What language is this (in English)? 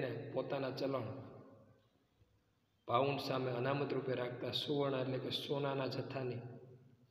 Gujarati